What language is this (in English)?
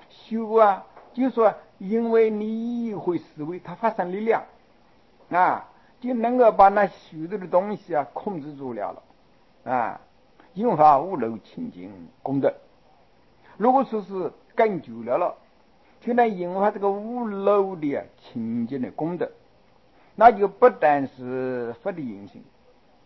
Chinese